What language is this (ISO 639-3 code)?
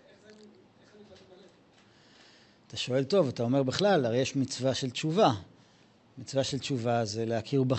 heb